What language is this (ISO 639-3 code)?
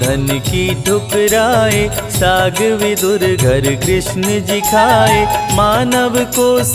hin